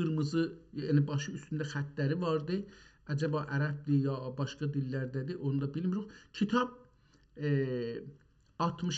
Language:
South Azerbaijani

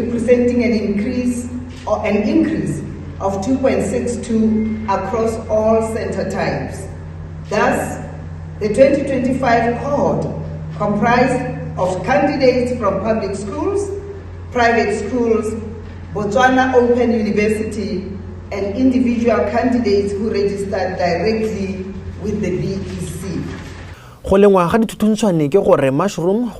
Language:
Tswana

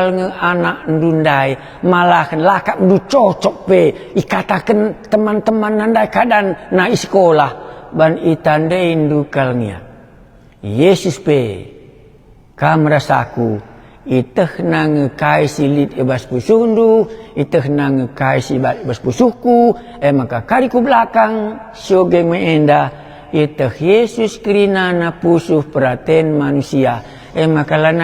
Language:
Batak Karo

